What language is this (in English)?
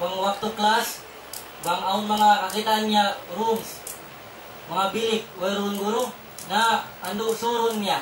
Tausug